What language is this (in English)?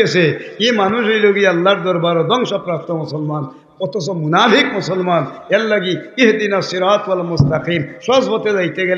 Sylheti